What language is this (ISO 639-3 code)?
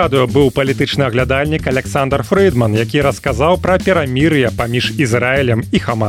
bel